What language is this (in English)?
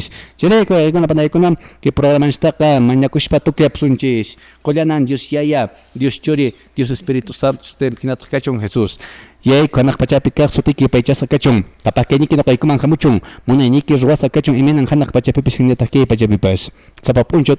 Quechua